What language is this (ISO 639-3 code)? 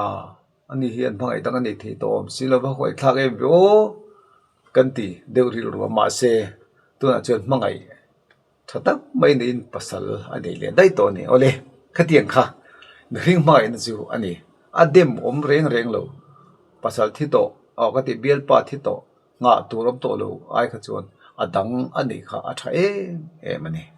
lus